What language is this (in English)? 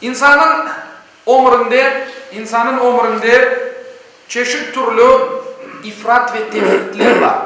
Crimean Tatar